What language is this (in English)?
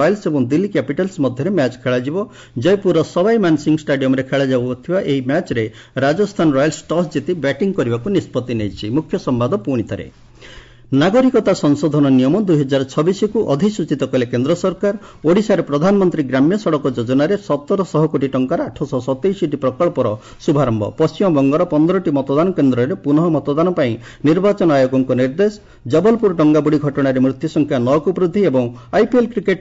Odia